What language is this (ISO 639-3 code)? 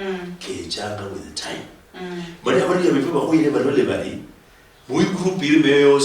luy